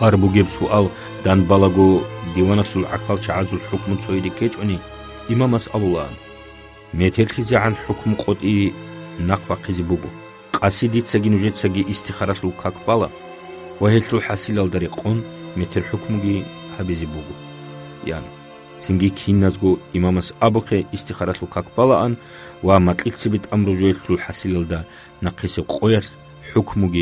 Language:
Avaric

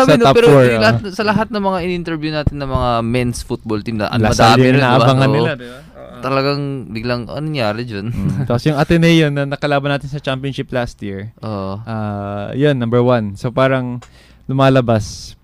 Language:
Filipino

